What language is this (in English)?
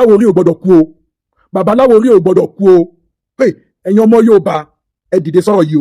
Yoruba